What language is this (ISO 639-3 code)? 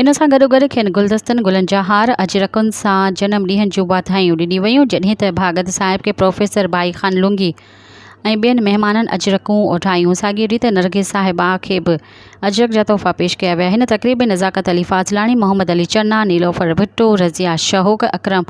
snd